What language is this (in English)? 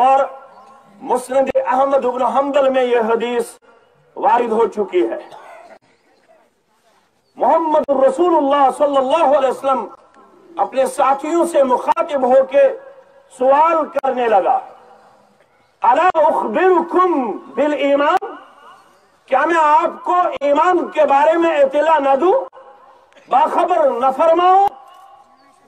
Urdu